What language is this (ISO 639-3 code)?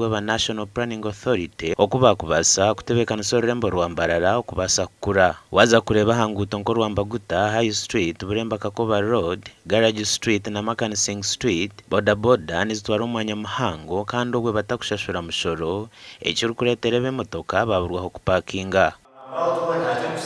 nyn